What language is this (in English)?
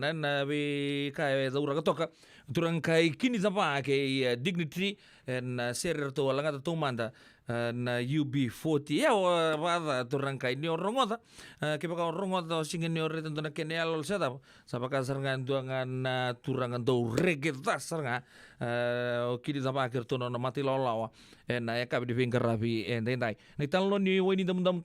Fijian